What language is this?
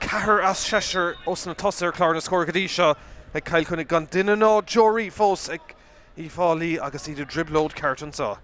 Irish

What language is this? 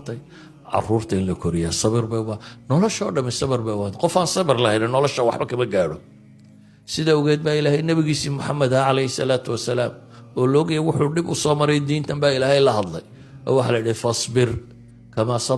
Somali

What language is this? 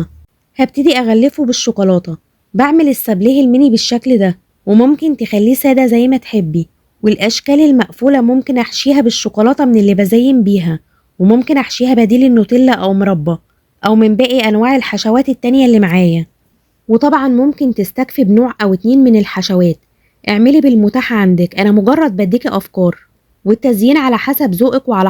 Egyptian Arabic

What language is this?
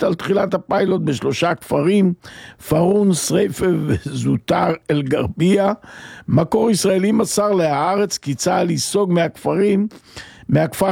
Hebrew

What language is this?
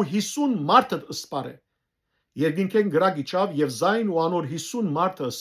Western Armenian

